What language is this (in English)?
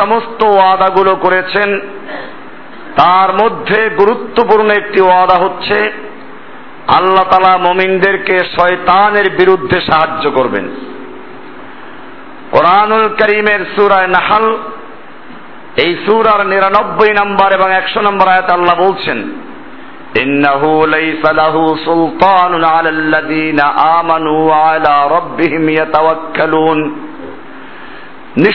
Bangla